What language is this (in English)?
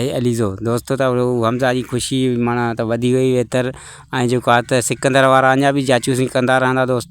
Sindhi